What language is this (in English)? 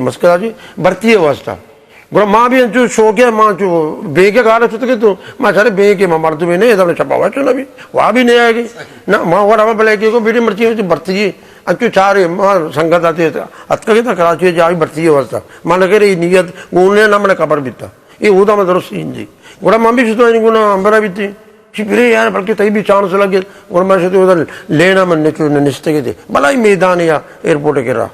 Eastern Balochi